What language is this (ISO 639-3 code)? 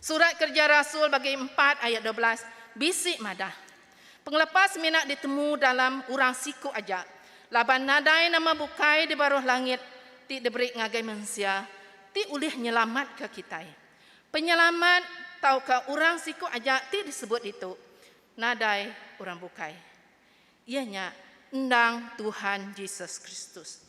iba